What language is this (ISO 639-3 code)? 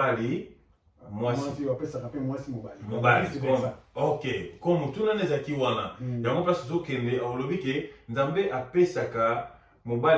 lin